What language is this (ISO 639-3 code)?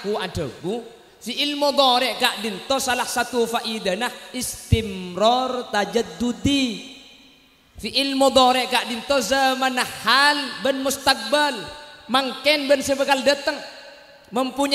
mad